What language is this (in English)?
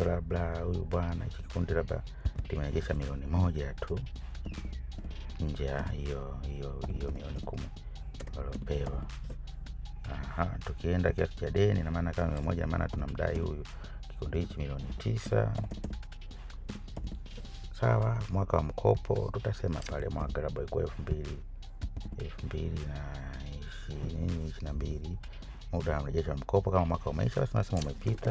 Swahili